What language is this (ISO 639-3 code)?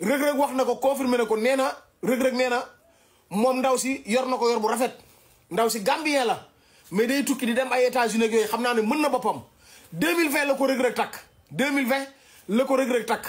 wol